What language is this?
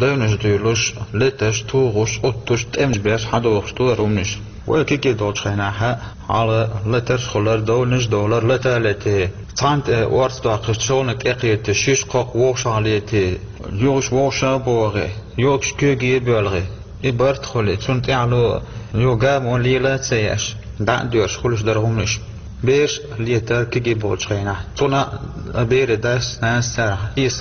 Chechen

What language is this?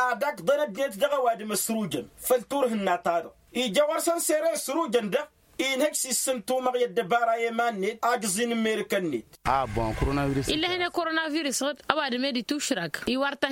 Tamasheq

